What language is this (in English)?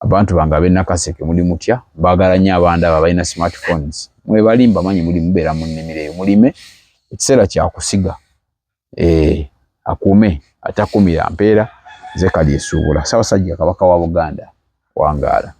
Ganda